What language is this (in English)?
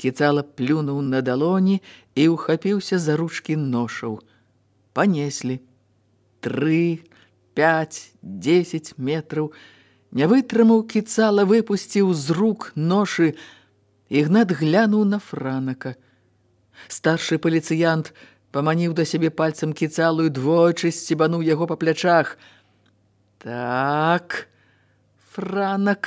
Belarusian